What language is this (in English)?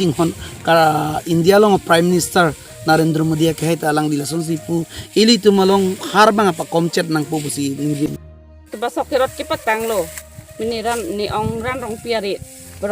Karbi